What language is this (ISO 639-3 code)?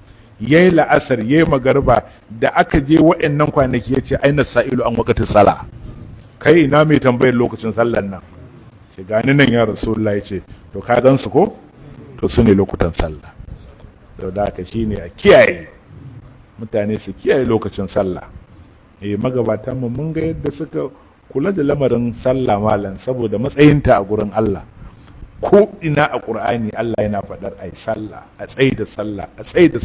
hau